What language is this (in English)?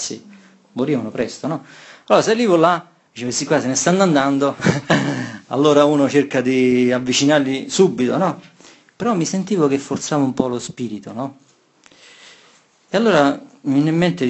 Italian